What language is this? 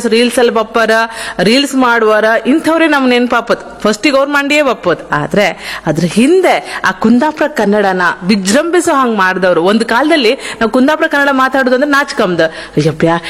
Kannada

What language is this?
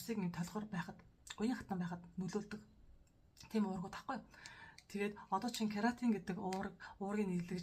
Mongolian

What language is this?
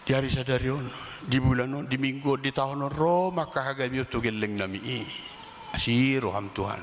Batak Toba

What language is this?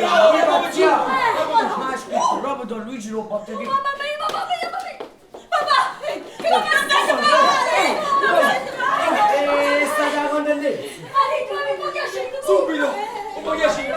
Neapolitan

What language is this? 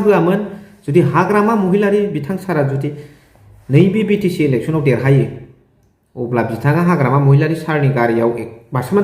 Bodo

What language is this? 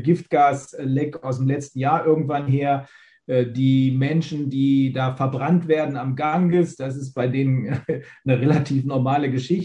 German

